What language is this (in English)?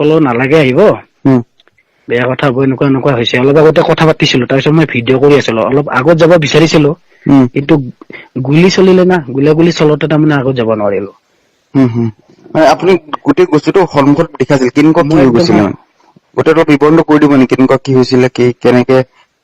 Assamese